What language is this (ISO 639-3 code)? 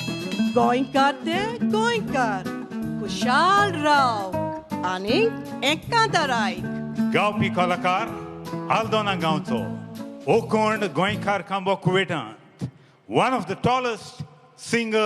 kok